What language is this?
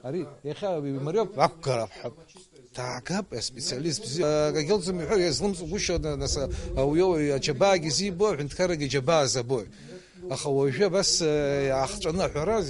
Abkhazian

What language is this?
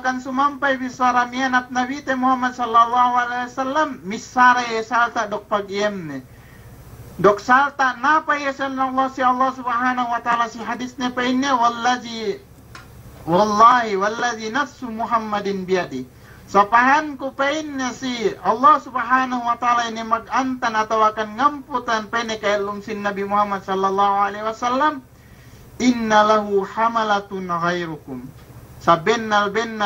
Yakan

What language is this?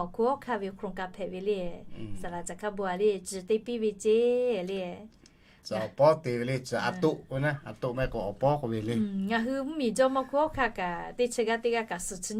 Lahu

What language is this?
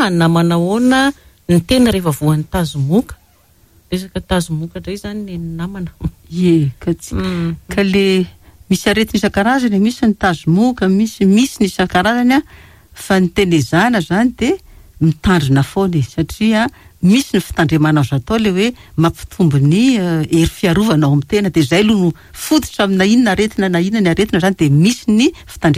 Malagasy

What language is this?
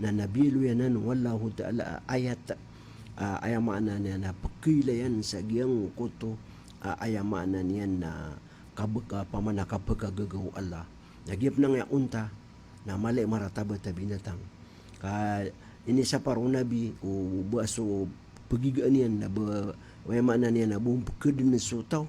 Maranao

